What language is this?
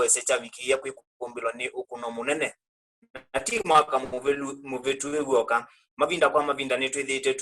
Kamba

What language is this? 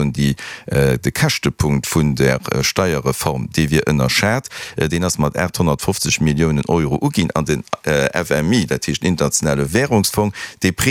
Luxembourgish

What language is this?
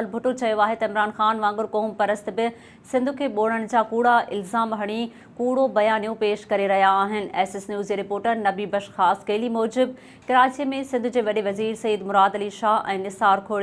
Sindhi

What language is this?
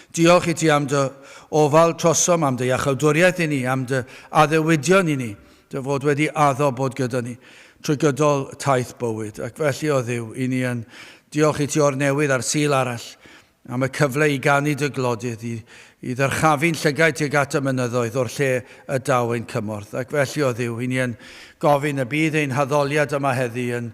Welsh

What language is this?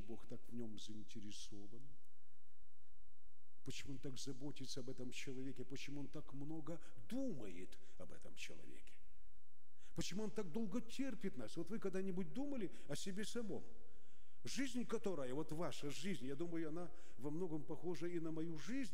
Russian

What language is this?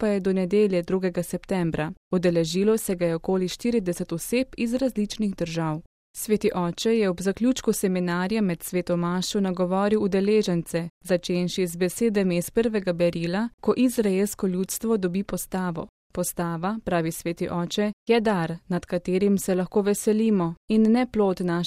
Slovenian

